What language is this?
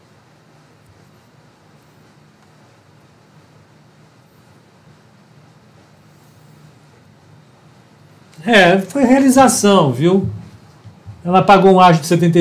Portuguese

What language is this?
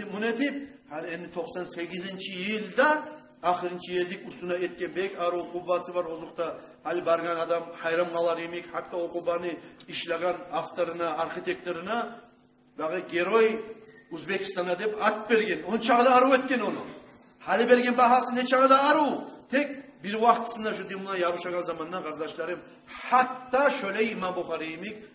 Kumyk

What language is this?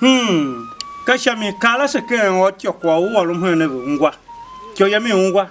Tiv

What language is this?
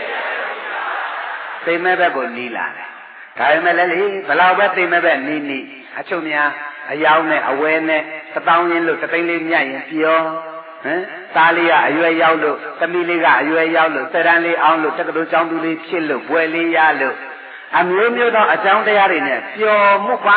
Burmese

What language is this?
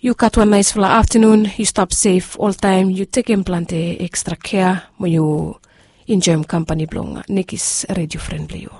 Bislama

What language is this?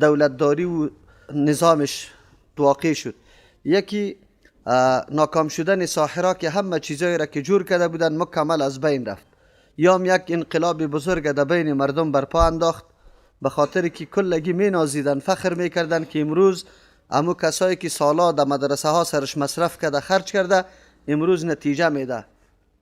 Persian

